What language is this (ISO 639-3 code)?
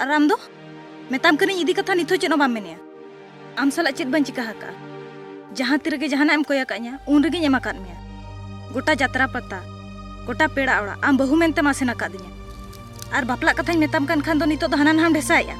sat